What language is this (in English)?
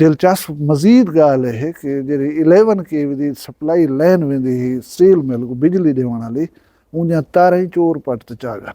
Saraiki